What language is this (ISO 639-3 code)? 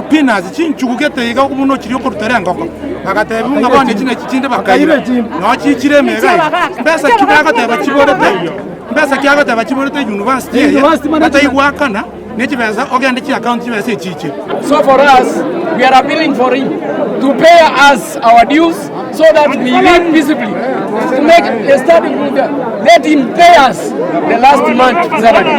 guz